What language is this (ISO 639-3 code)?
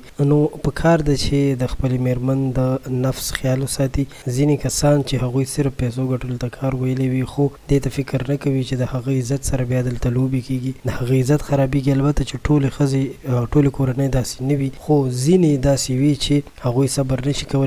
pus